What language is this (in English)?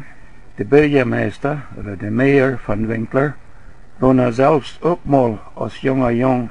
Plautdietsch